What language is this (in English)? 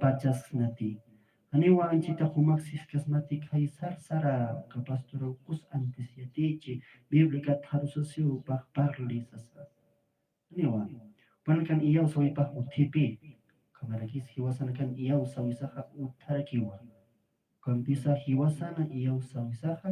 Aymara